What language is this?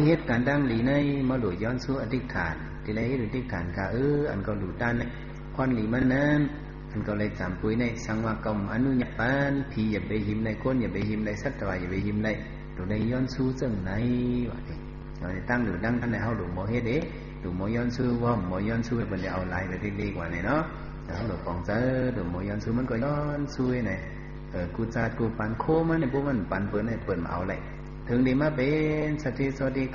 Shan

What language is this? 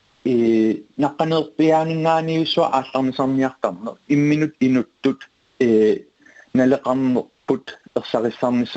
Kalaallisut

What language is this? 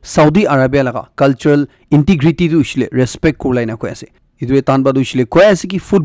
Naga Pidgin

